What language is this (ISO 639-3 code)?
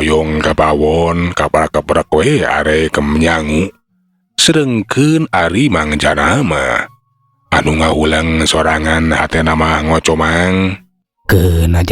sun